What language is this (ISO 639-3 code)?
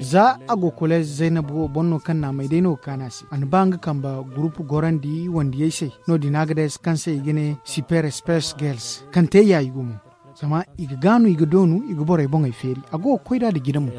dje